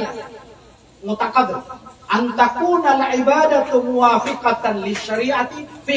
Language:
Maranao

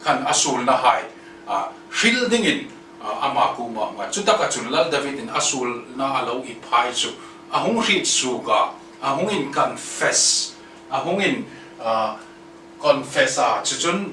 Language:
Hmar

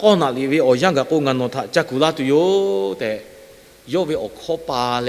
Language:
Lahu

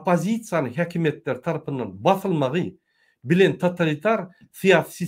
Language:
Turkmen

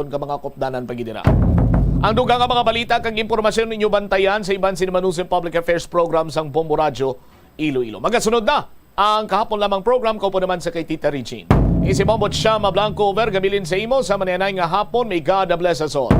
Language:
Hiligaynon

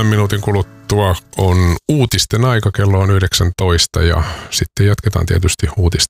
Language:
Finnish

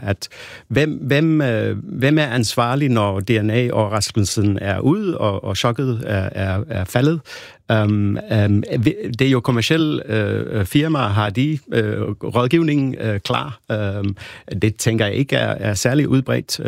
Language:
Danish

